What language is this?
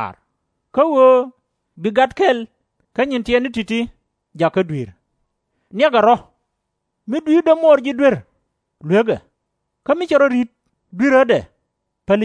Nuer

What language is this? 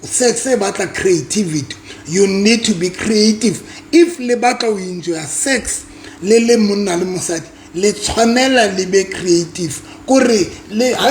Southern Sotho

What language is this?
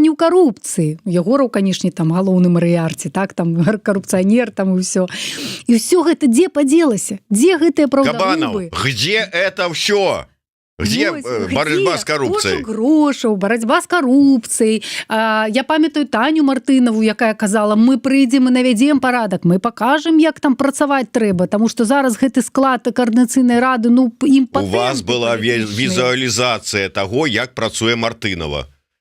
Belarusian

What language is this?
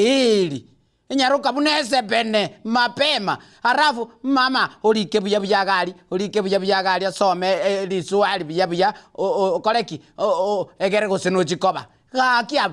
Gusii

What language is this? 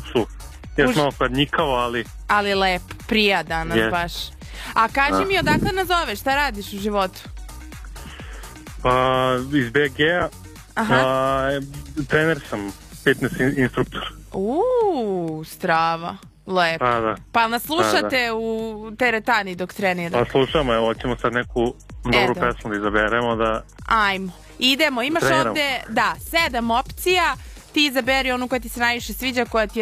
Serbian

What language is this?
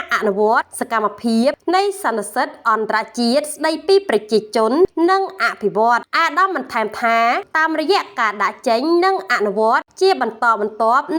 Khmer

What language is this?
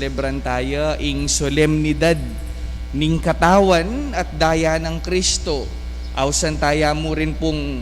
Pampanga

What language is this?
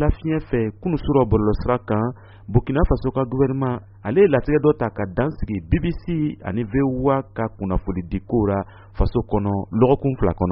Bambara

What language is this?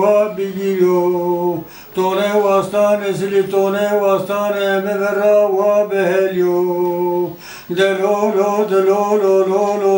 Zaza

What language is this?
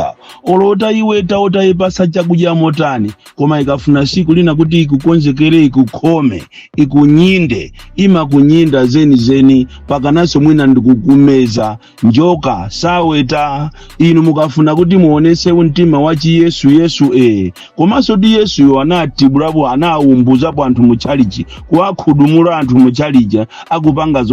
Nyanja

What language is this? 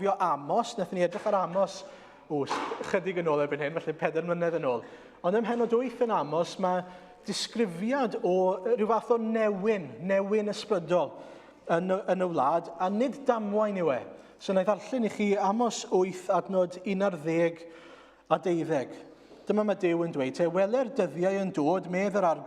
Welsh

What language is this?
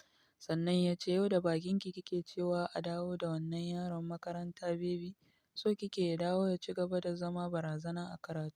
Hausa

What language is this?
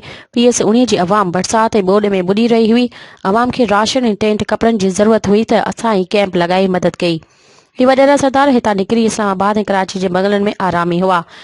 Sindhi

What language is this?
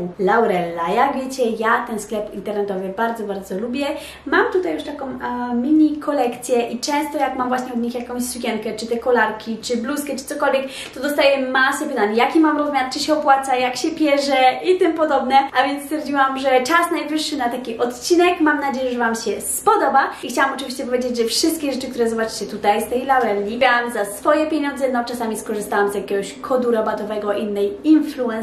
Polish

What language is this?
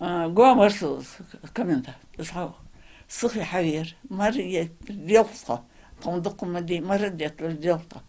Ingush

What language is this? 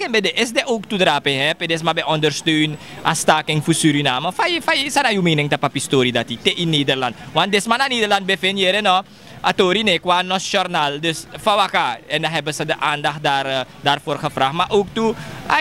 Sranan Tongo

